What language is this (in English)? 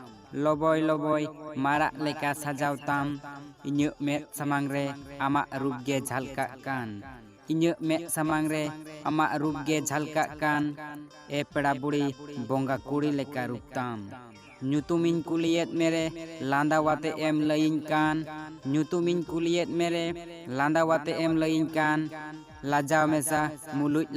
Santali